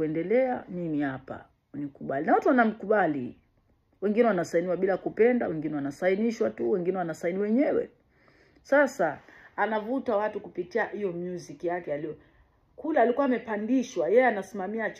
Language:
Swahili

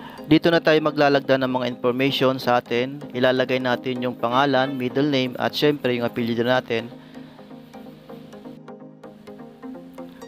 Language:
Filipino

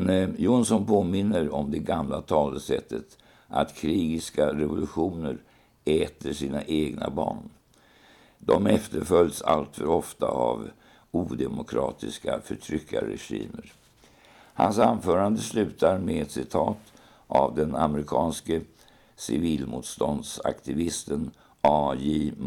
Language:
Swedish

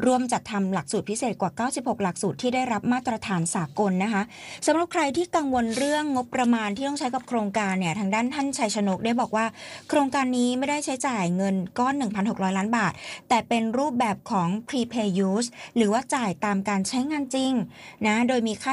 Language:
Thai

